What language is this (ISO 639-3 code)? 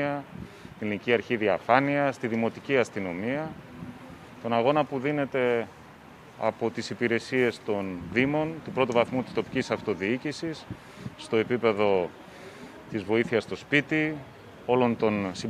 ell